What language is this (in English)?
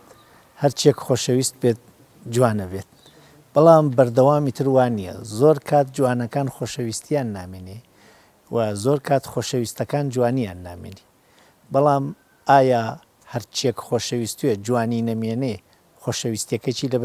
Central Kurdish